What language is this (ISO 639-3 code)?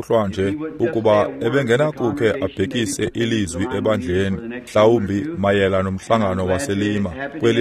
xho